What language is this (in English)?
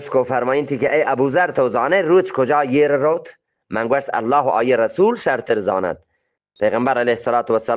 Eastern Balochi